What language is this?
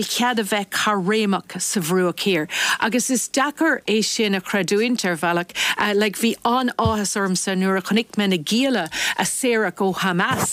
Irish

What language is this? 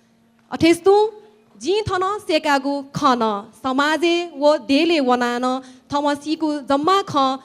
Newari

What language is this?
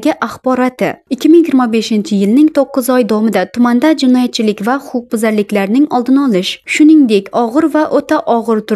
Uzbek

